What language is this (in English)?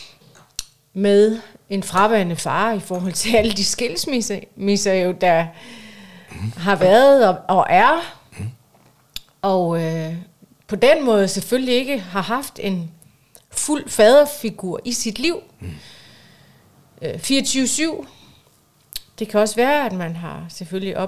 Danish